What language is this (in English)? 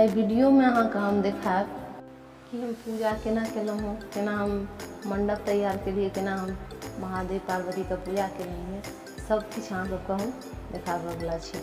Maithili